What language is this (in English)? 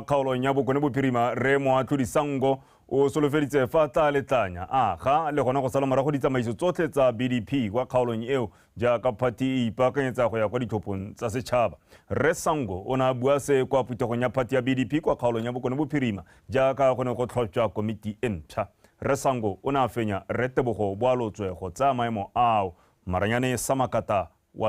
Tswana